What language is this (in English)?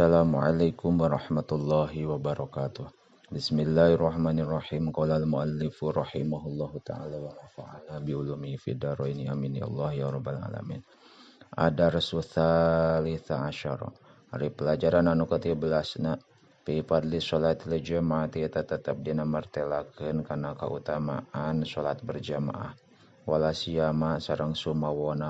Sundanese